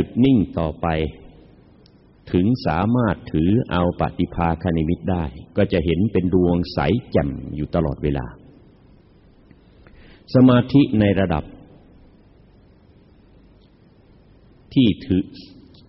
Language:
Thai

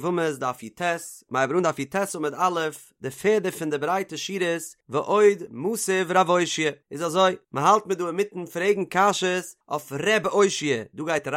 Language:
Yiddish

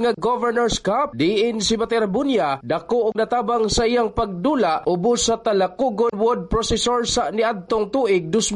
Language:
Cebuano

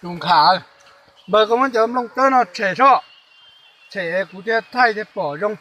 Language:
Hmong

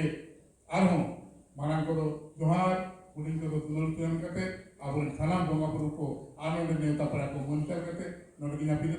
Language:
Santali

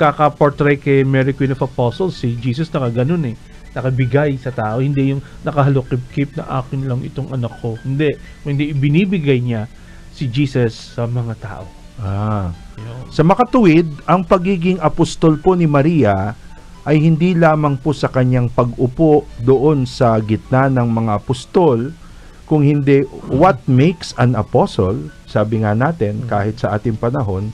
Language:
Filipino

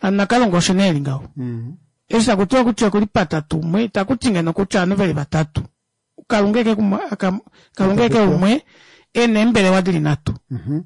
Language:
Kuanyama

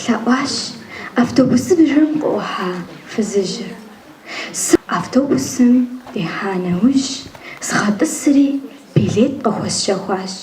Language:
Kabardian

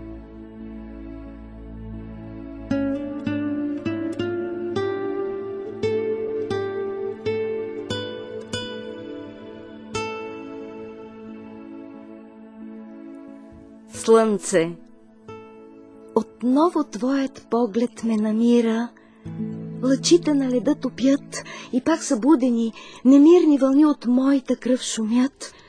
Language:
Bulgarian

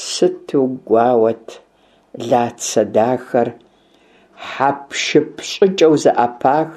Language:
Kabardian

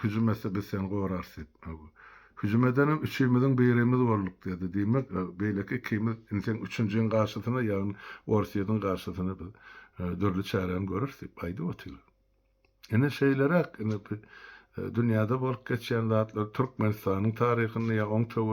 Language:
Turkmen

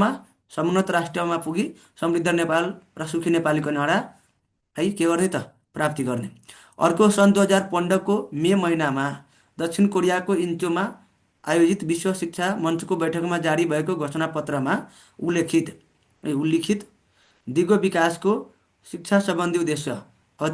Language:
Nepali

